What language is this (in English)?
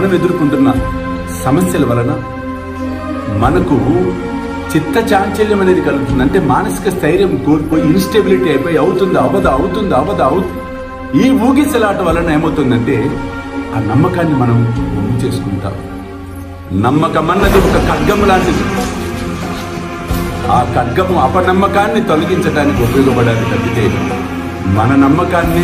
Telugu